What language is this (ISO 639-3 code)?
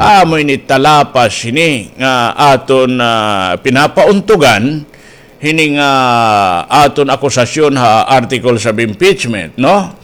war